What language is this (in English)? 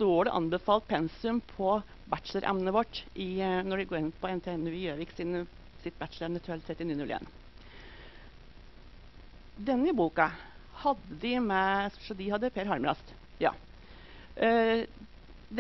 Norwegian